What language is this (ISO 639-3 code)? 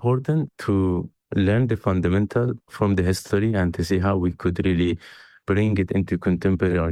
eng